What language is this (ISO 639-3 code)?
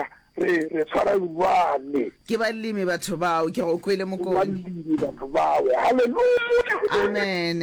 nso